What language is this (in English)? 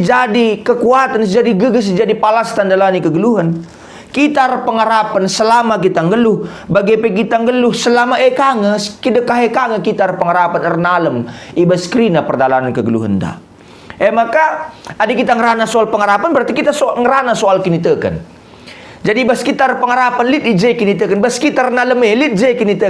Batak Karo